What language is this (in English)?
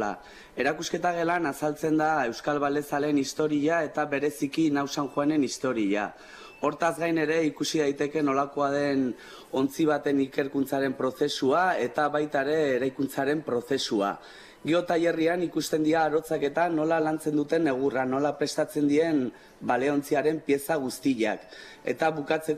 Basque